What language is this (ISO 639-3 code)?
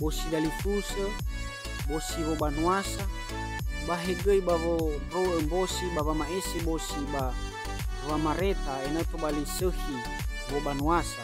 nia